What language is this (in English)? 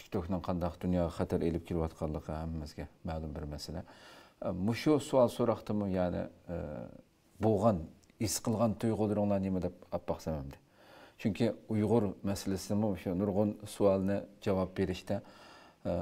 Uyghur